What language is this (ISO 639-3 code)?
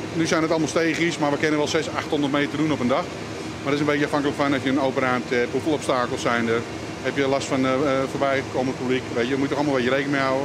fry